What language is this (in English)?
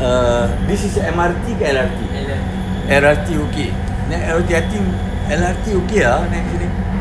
Malay